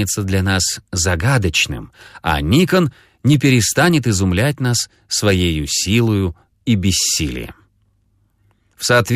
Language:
Russian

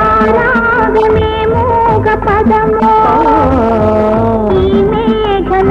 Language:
Telugu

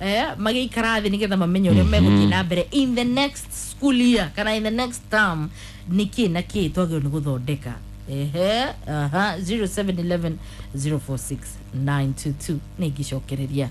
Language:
Kikuyu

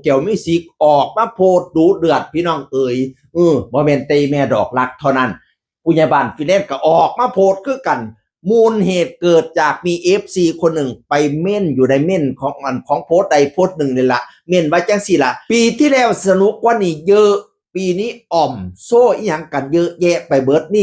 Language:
Northeastern Thai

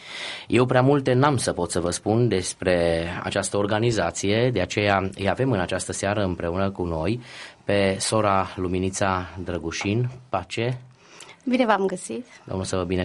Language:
Romanian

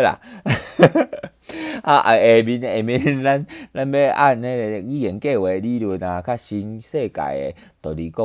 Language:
Min Nan Chinese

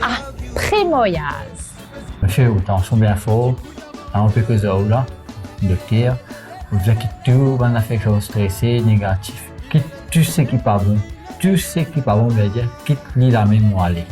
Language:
Morisyen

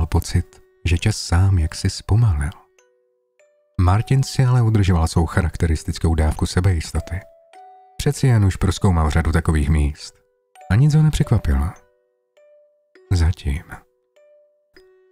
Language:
Czech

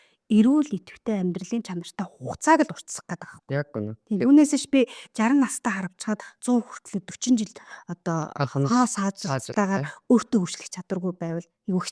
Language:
Mongolian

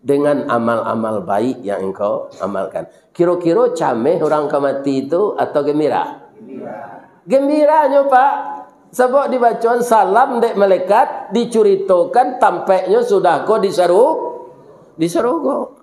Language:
Minangkabau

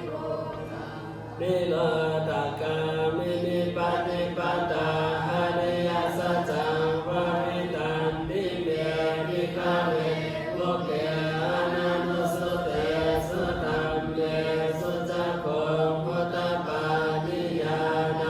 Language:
Pali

